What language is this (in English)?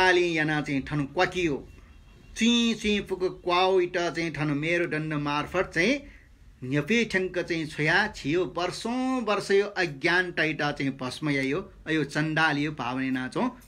Newari